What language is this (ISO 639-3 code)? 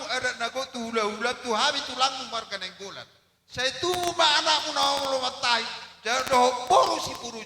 bbc